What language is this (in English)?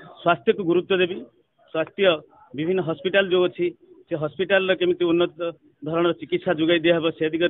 Odia